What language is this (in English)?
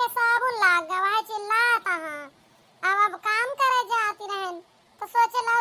Awadhi